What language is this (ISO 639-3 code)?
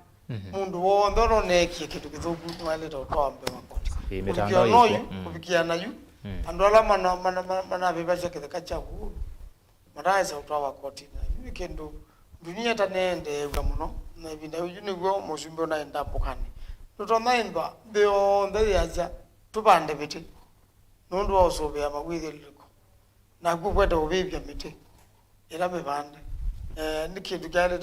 kam